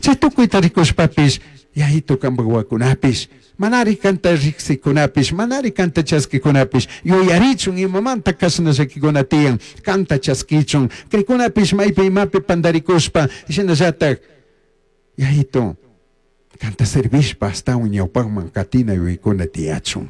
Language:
Chimborazo Highland Quichua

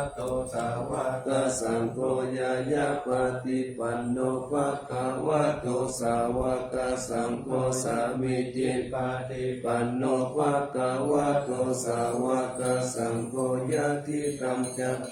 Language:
Pali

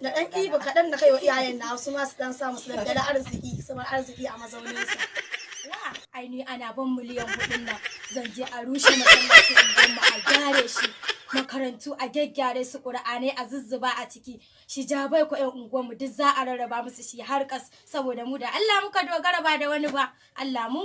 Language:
Hausa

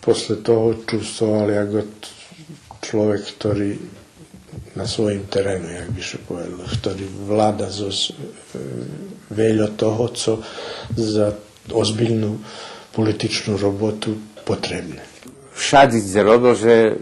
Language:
Rusyn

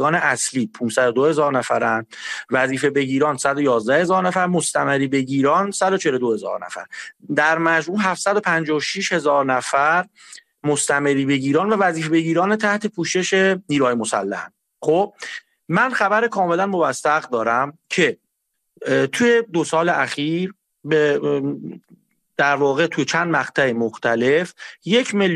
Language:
Persian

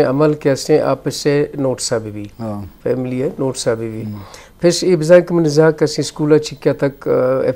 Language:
Eastern Balochi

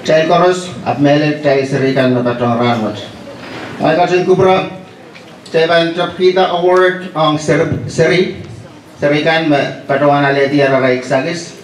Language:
Pohnpeian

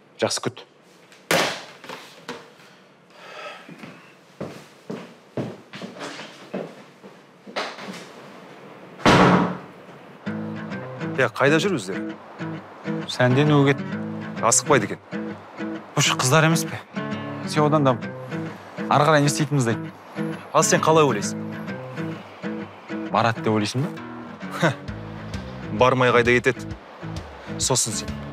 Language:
Kazakh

